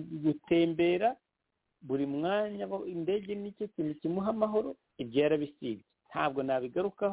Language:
Kinyarwanda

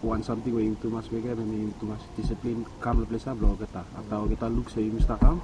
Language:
Bislama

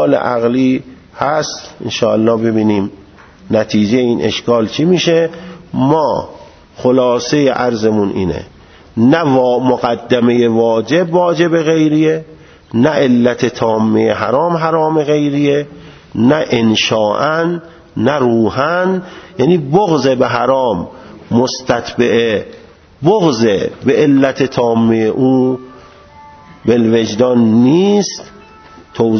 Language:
Persian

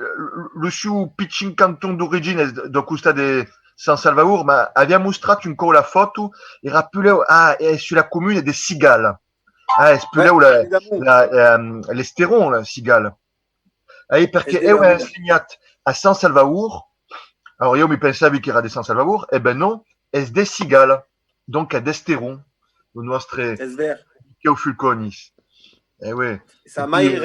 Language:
Occitan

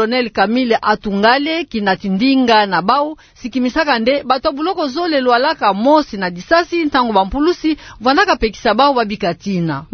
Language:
Kituba (Democratic Republic of Congo)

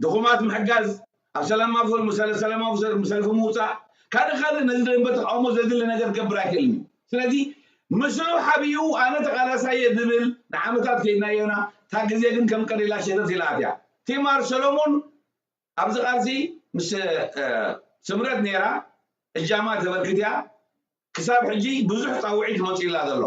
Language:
Tigrinya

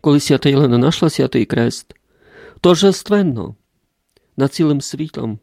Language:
Rusyn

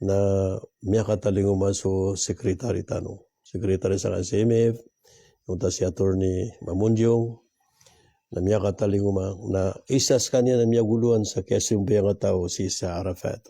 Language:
Maranao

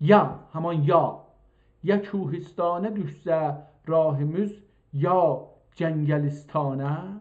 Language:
South Azerbaijani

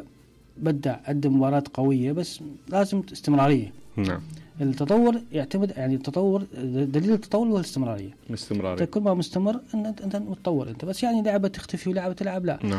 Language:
Mesopotamian Arabic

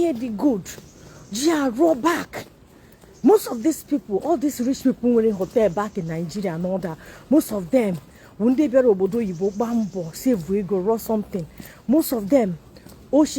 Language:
Igbo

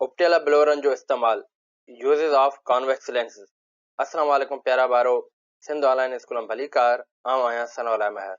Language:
Sindhi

